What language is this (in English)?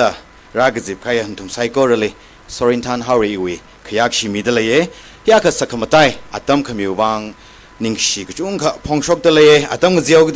Tangkhul Naga (India)